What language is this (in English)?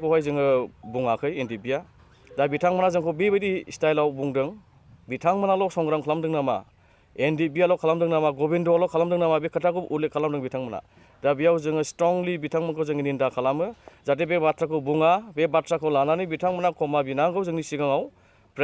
Bodo